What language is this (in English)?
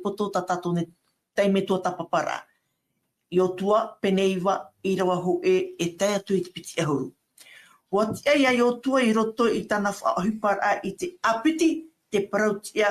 Tahitian